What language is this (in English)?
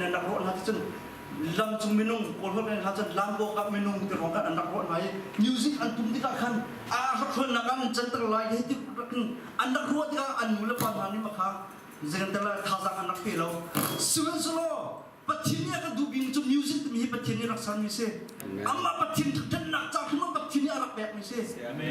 Hakha Chin